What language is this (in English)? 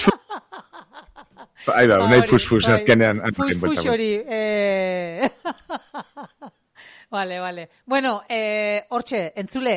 Basque